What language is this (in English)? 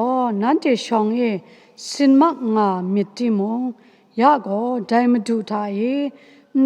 Kachin